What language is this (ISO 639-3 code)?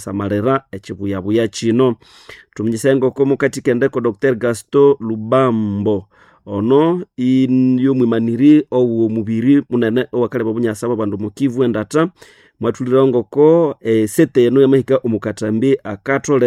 nnb